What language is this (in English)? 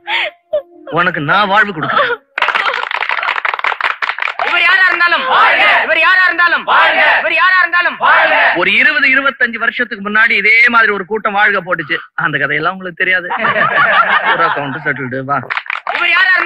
Tamil